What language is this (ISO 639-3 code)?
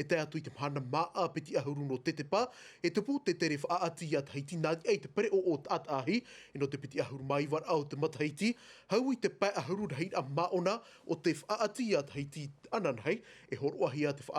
tah